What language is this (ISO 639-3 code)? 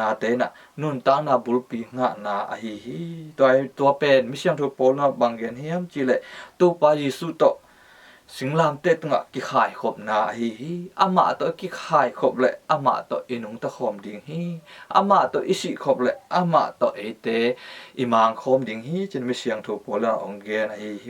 ctd